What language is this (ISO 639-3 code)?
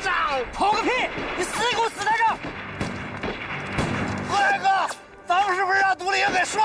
zho